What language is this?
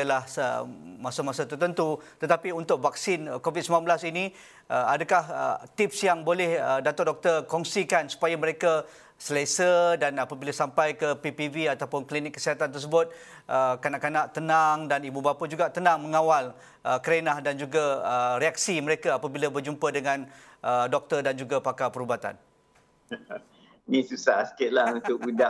Malay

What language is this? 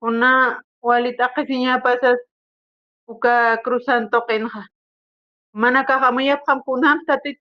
Aymara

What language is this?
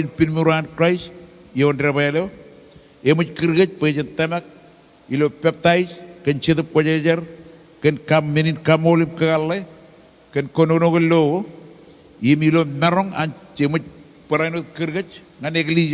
Marshallese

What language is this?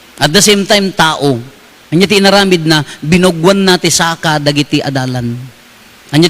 Iloko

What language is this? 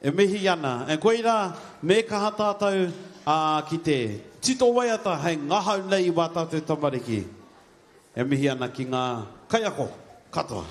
Māori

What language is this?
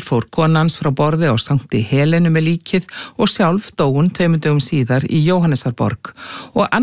Icelandic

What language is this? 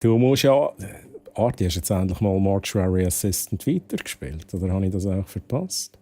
Swiss German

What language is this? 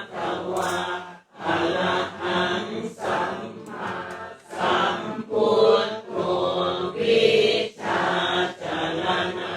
Pali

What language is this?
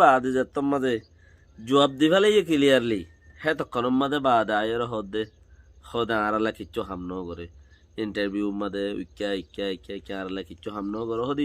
Rohingya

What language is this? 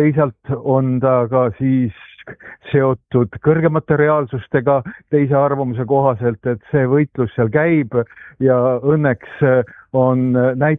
Estonian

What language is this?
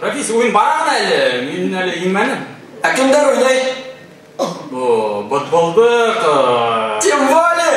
Bashkir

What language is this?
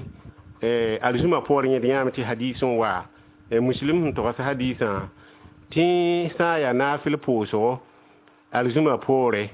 Mossi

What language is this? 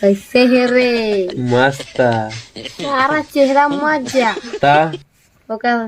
Chhattisgarhi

